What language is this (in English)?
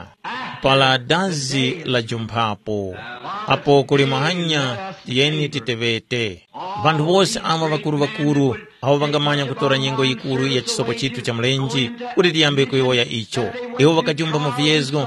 Tumbuka